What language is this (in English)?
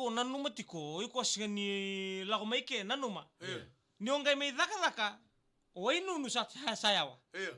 Fijian